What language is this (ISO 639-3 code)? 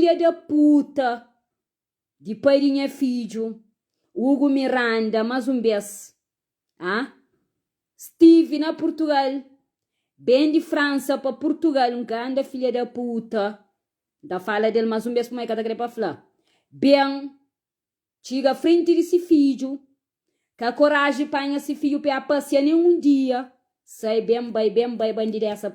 kea